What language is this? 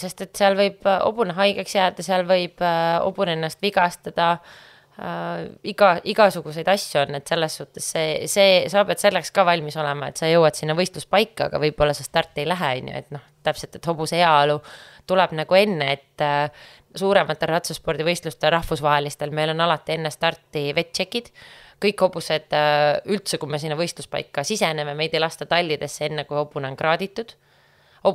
Estonian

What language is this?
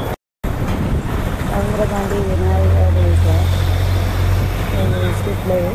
Tamil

